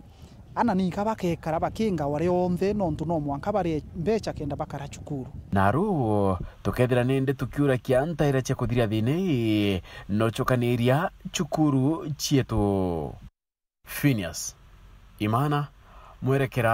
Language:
Meru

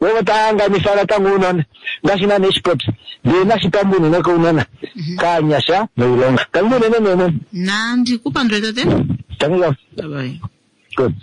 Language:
Kuanyama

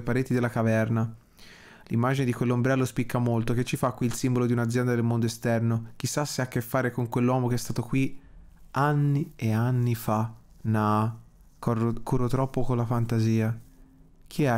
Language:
Italian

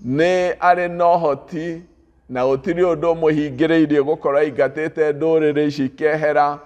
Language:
Kikuyu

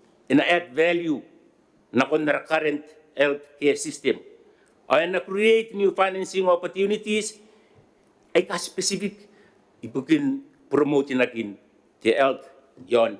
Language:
Gilbertese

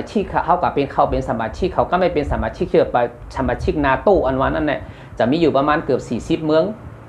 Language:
Shan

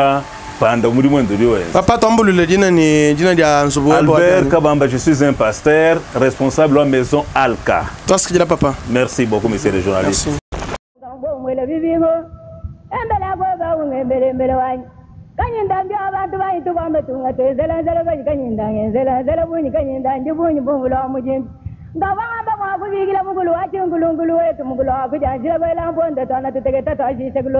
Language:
Luba-Lulua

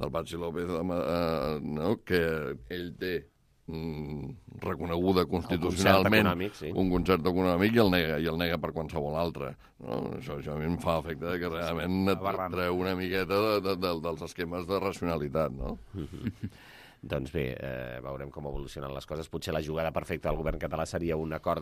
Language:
Catalan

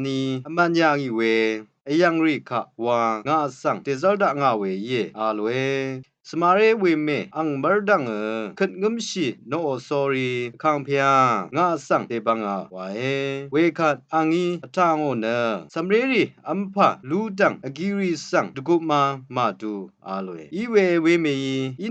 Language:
Rawang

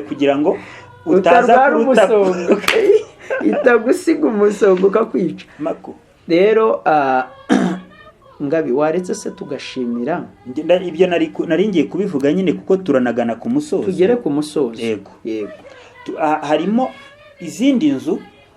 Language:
Kinyarwanda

